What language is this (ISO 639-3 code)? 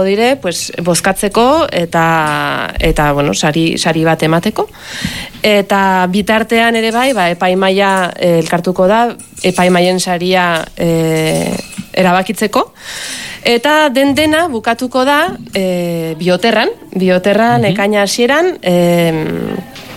eus